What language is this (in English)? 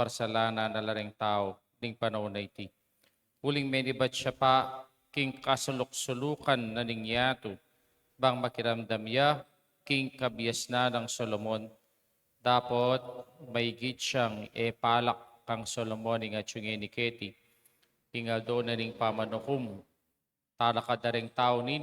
Pampanga